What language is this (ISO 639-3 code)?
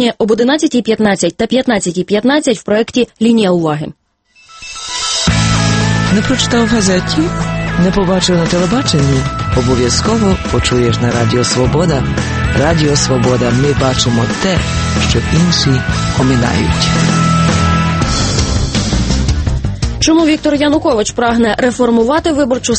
ukr